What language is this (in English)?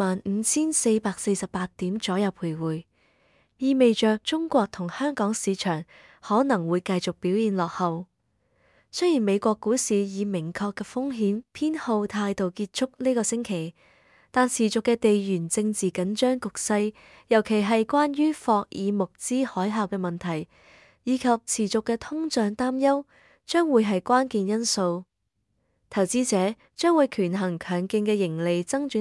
Cantonese